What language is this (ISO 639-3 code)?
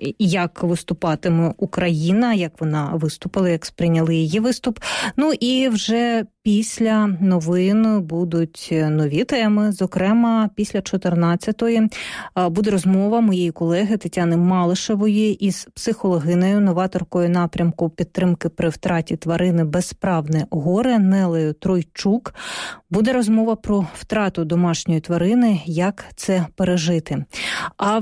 ukr